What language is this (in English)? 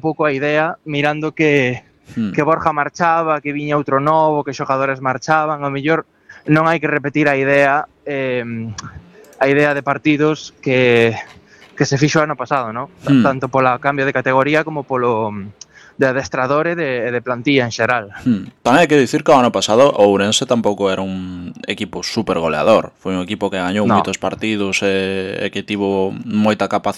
Galician